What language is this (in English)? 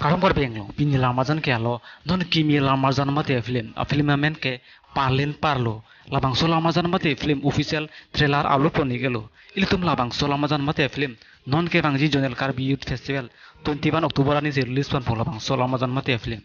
Karbi